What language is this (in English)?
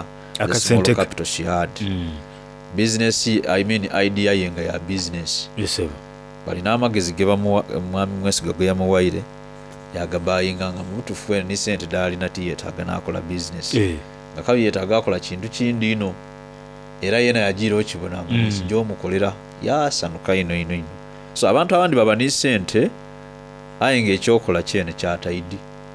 Soga